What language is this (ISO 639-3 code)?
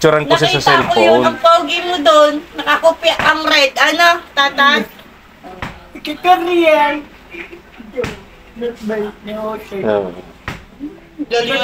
fil